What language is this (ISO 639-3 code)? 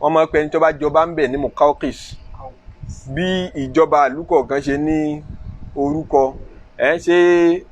yor